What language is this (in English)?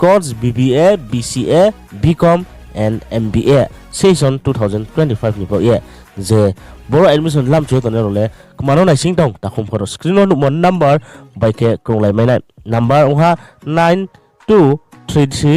Riang (India)